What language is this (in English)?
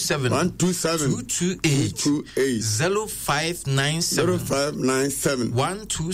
Akan